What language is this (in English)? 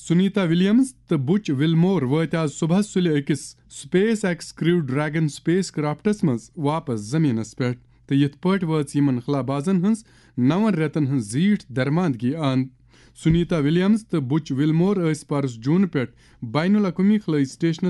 Kashmiri